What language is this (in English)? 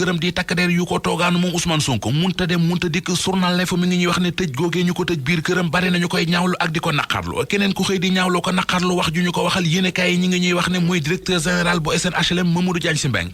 Wolof